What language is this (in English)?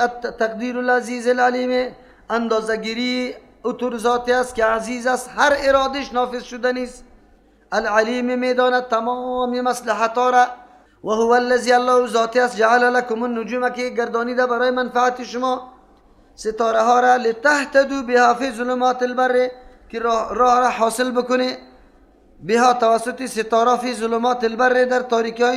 Persian